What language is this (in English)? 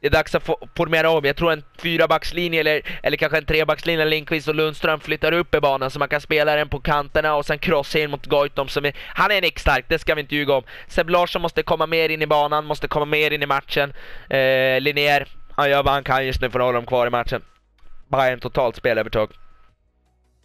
Swedish